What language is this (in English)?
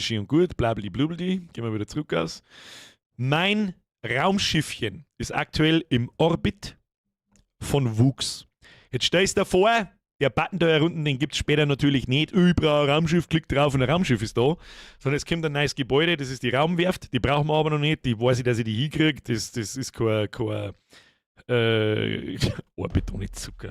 Bavarian